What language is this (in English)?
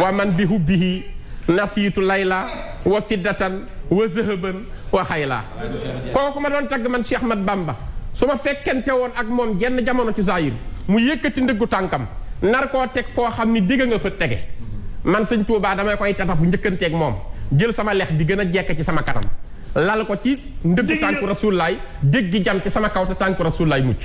Wolof